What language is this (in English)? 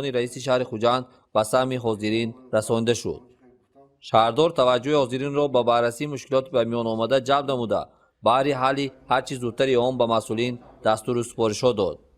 Tajik